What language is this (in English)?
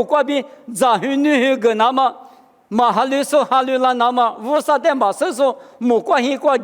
Lisu